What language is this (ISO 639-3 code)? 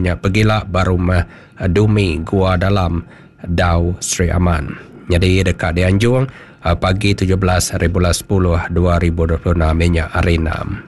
iba